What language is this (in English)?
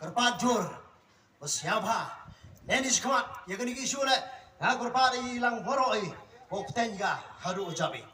Khasi